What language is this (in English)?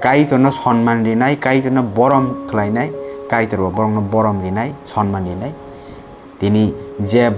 Kok Borok